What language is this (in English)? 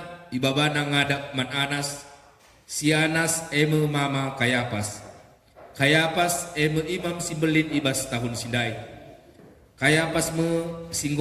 Batak Karo